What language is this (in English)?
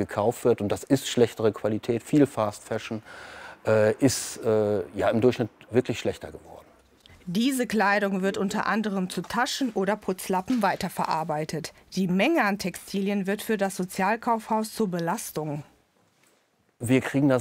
German